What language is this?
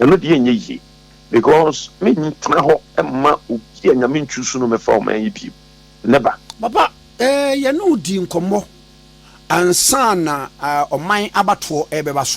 Akan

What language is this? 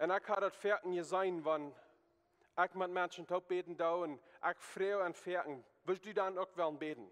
Plautdietsch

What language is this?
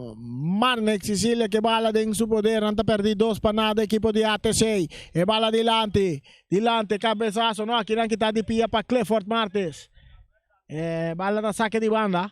Papiamento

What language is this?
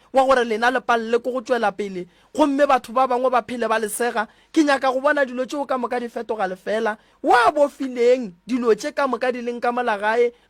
Northern Sotho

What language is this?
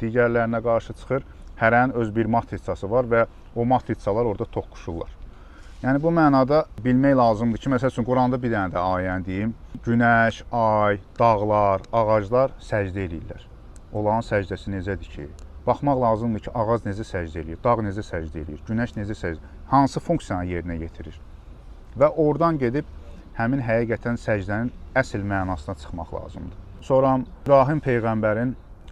Azerbaijani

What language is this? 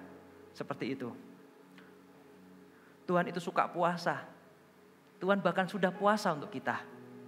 Indonesian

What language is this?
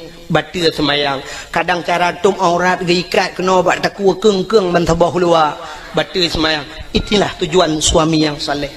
Achinese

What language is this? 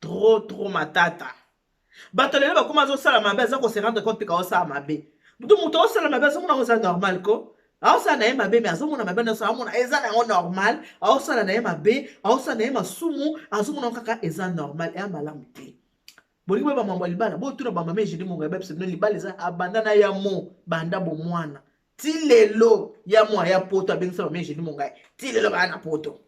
Lingala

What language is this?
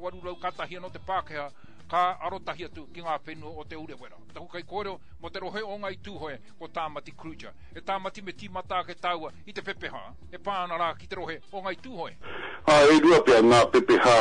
Māori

